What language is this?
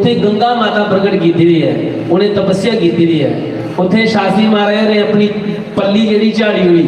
Dogri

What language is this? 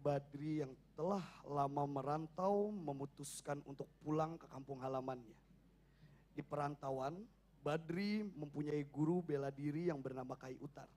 Banjar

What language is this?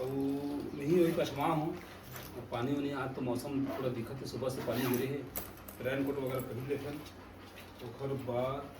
Chhattisgarhi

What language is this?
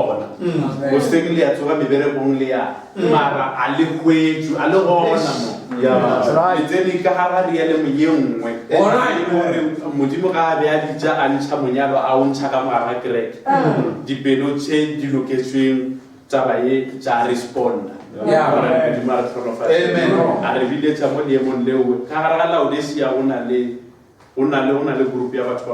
Northern Sotho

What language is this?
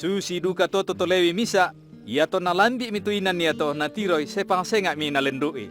Toraja-Sa'dan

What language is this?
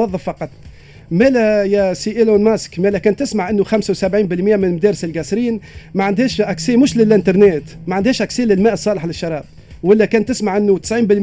Tunisian Arabic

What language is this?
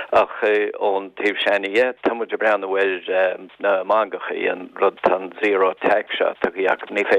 Irish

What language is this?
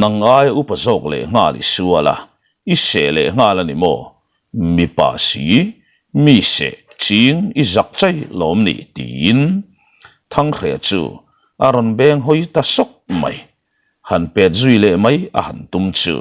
Mizo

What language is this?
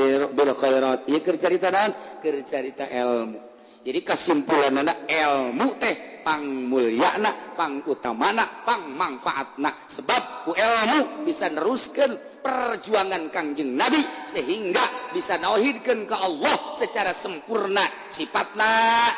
Sundanese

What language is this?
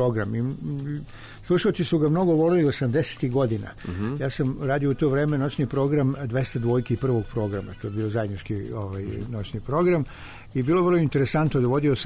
Serbian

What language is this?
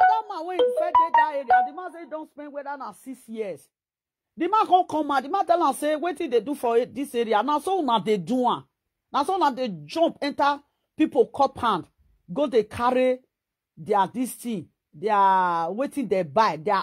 Nigerian Pidgin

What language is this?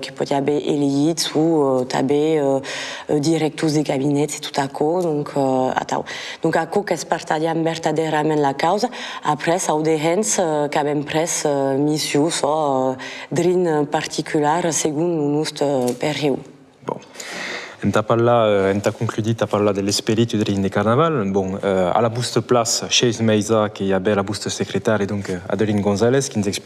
Occitan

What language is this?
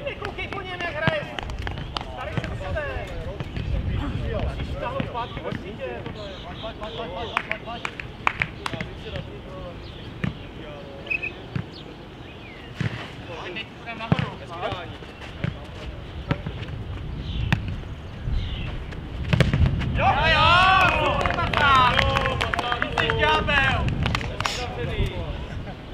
Czech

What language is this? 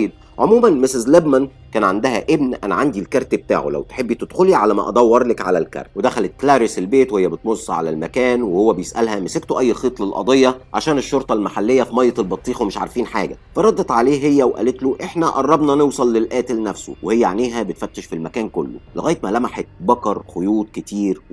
Egyptian Arabic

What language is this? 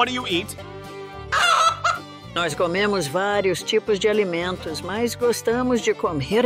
Portuguese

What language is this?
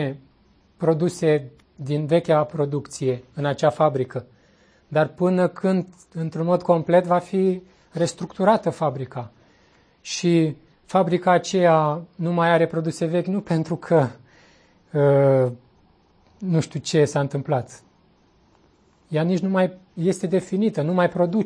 Romanian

